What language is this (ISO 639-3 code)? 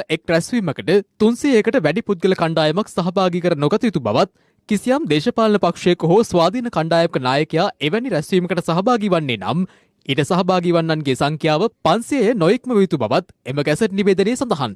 sin